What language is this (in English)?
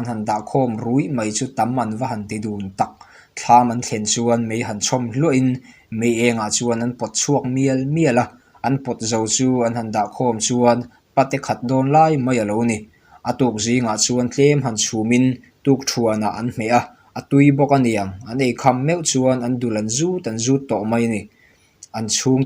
Mizo